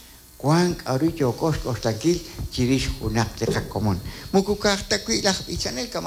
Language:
Kekchí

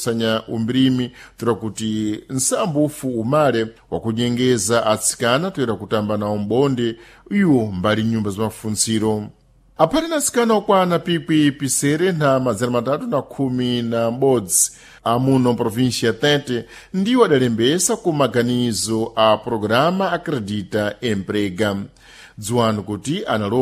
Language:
Sena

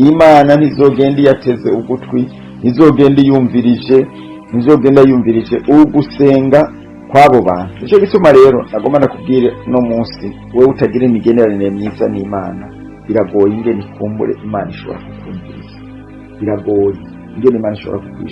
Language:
Rundi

